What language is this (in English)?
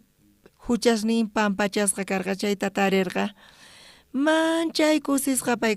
South Bolivian Quechua